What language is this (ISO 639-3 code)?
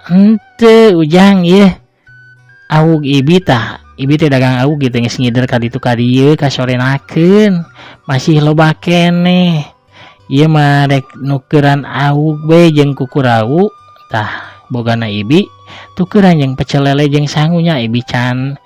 sun